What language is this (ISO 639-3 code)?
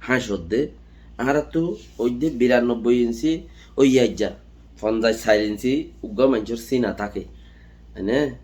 rhg